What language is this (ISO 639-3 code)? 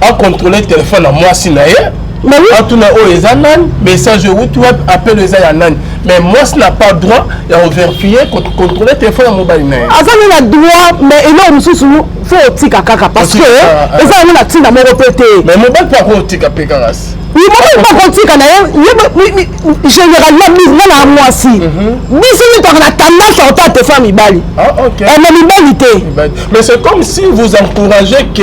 lin